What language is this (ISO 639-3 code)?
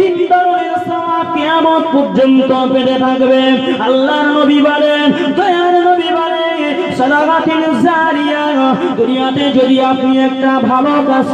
ben